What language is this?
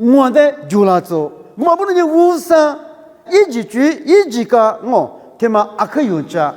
Lisu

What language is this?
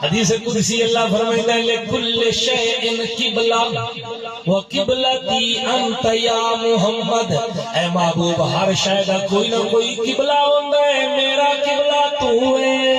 Saraiki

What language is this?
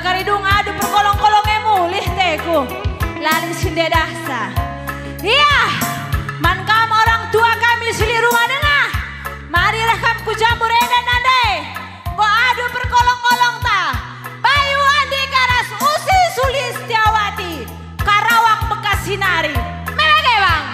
Batak Karo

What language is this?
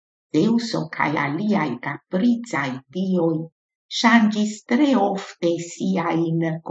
Esperanto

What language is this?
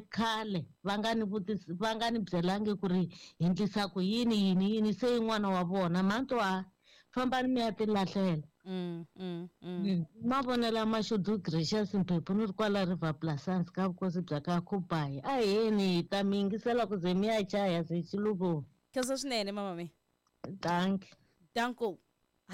Tsonga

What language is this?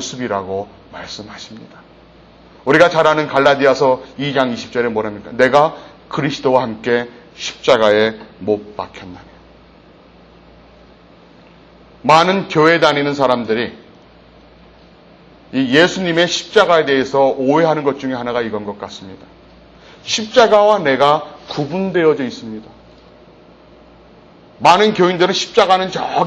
Korean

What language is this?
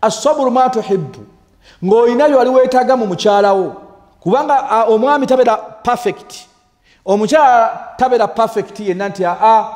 Ganda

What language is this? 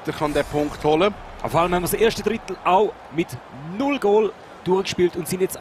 German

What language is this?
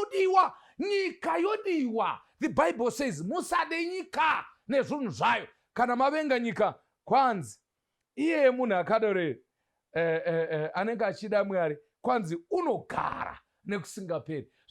Shona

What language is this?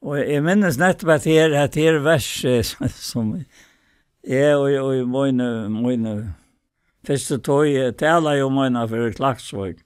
Faroese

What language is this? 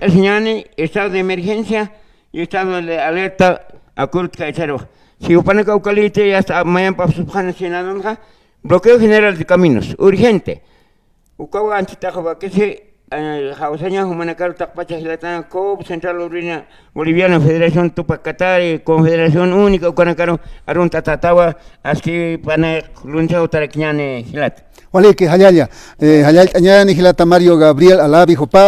Aymara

